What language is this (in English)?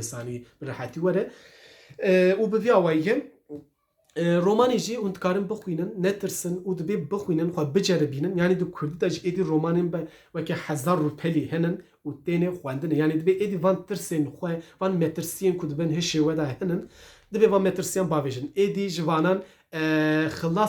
Kurdish